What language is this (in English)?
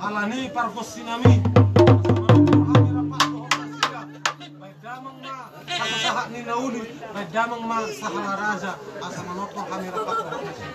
Batak Toba